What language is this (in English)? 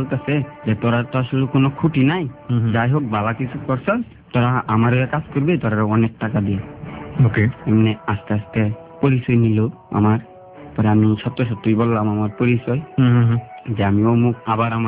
Bangla